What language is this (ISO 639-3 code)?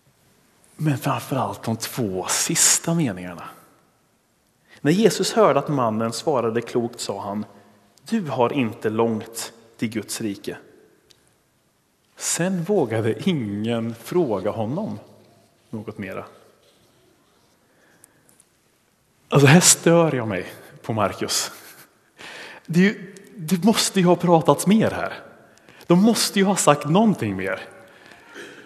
swe